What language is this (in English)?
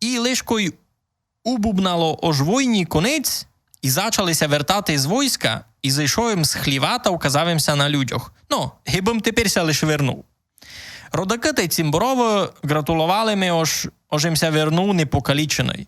Rusyn